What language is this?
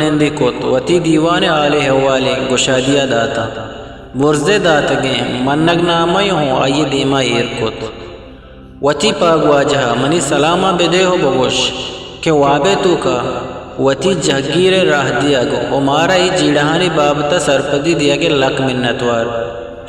Eastern Balochi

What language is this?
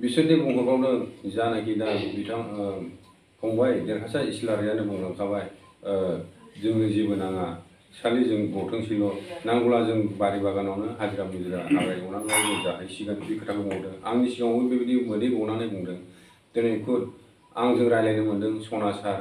Bodo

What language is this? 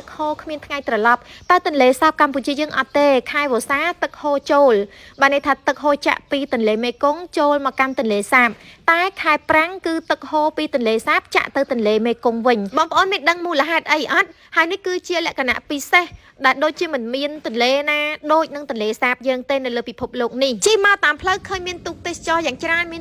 Khmer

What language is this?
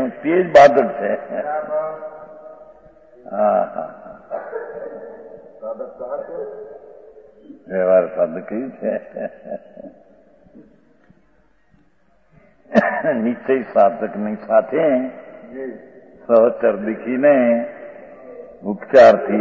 Gujarati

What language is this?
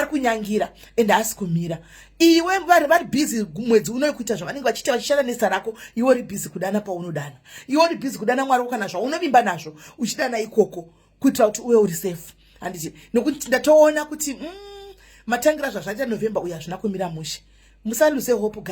Shona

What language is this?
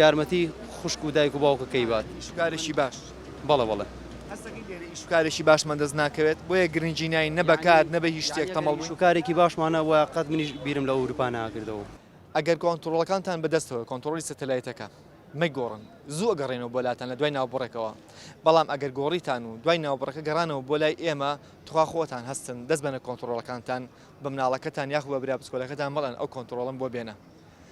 Central Kurdish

